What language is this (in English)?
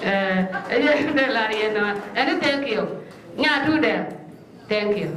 Nuer